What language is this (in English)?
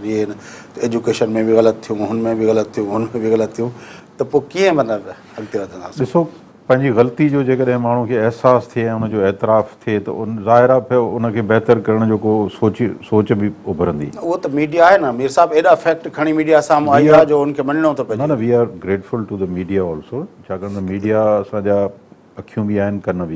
Sindhi